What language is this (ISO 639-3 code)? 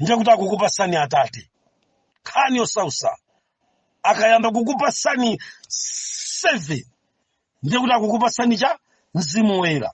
nya